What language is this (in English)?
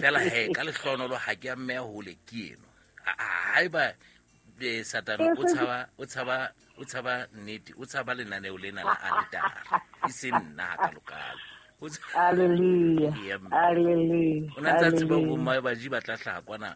Southern Sotho